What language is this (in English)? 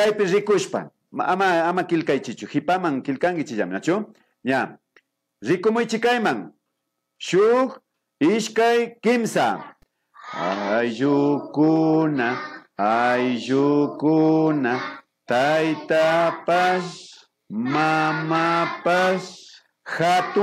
Imbabura Highland Quichua